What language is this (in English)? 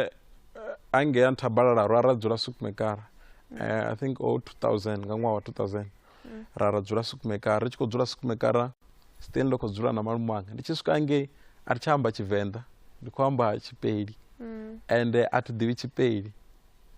Venda